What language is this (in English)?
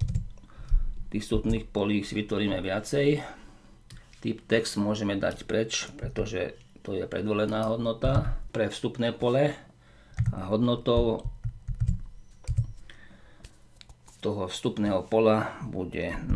Slovak